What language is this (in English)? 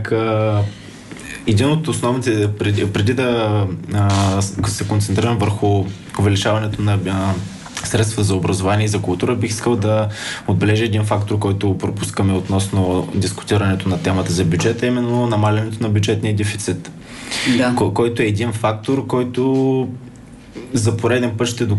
Bulgarian